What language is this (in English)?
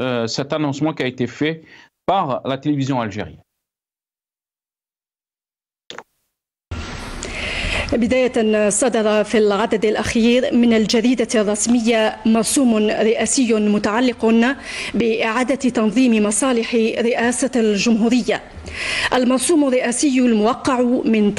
Arabic